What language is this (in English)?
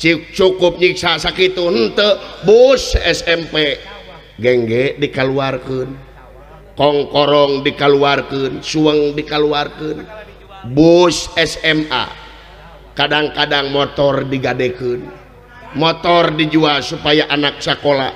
Sundanese